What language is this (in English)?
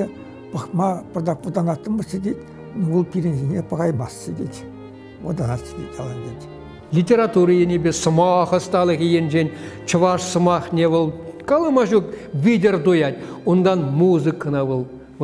Chuvash